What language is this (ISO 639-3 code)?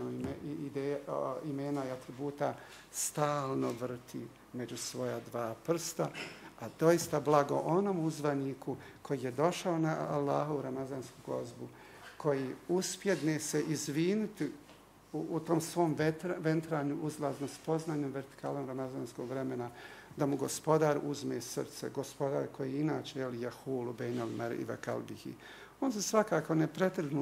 bos